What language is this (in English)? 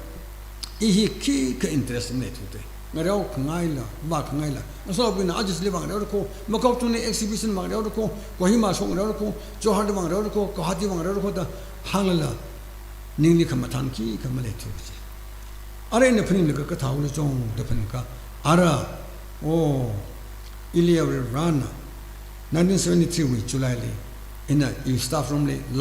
Tangkhul Naga (India)